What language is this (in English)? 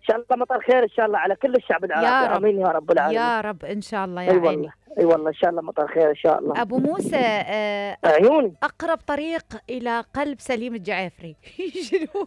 Mesopotamian Arabic